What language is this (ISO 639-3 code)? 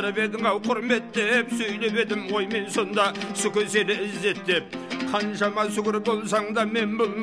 kaz